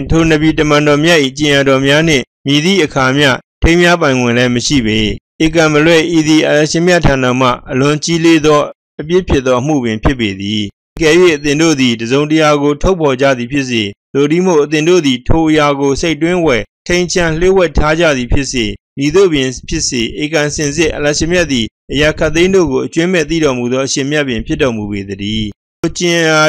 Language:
Burmese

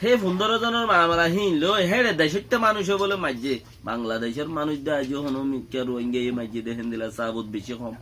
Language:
Rohingya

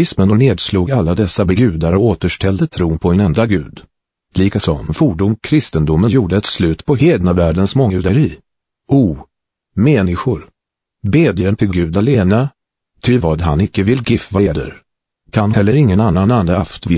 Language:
Swedish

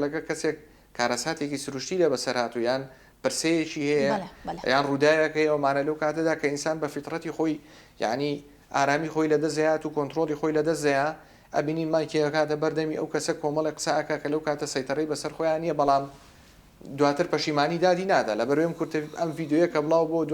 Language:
Central Kurdish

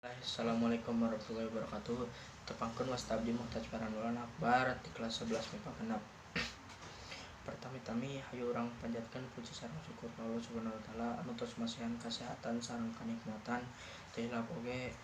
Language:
Sundanese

